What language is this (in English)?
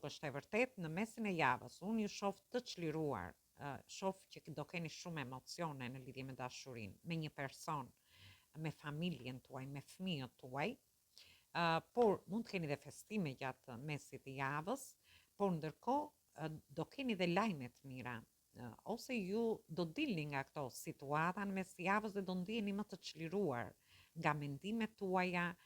Albanian